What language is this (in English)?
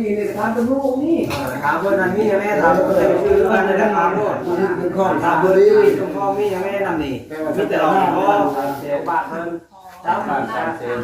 Northeastern Thai